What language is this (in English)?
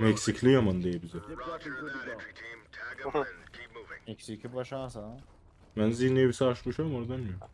South Azerbaijani